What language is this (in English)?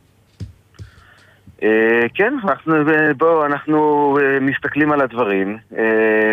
Hebrew